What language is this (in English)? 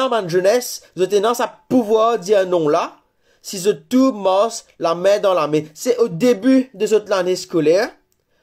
Morisyen